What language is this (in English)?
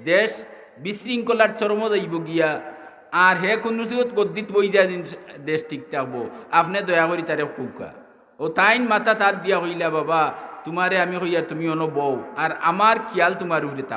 Sylheti